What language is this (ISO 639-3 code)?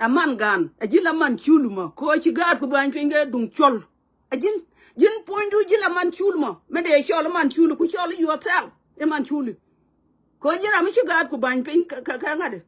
nus